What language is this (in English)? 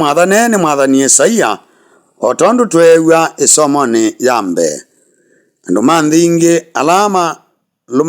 Kamba